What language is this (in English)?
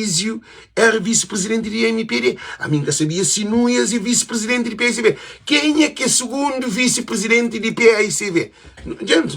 Kabuverdianu